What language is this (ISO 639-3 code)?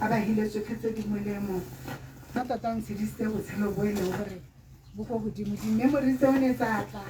tsn